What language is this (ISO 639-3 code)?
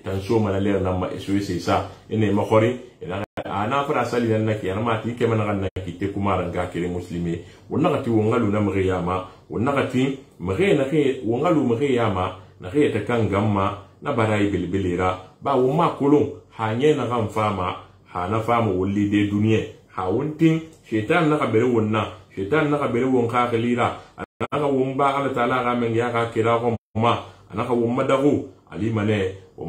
sus